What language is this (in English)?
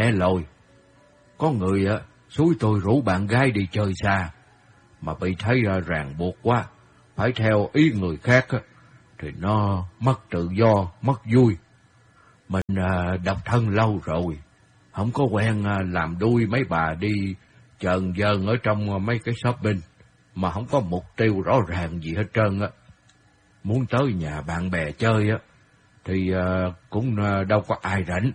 Vietnamese